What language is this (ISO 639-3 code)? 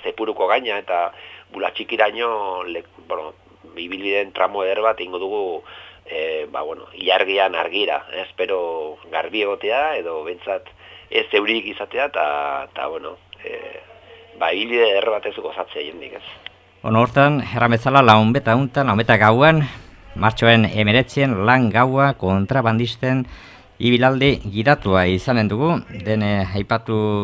eus